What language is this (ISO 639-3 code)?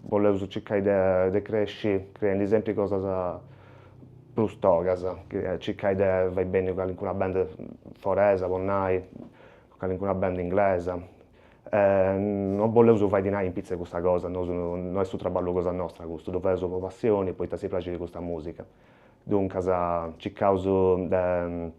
srd